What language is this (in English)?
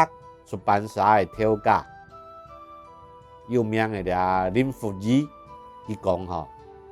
Hakka Chinese